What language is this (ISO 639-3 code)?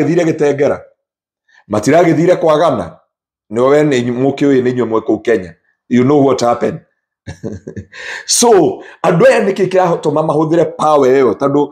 kik